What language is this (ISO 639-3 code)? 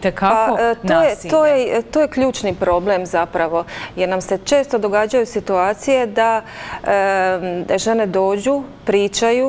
hrv